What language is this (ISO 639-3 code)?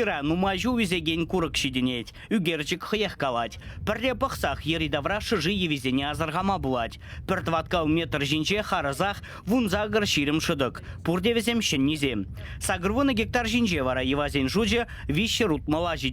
chv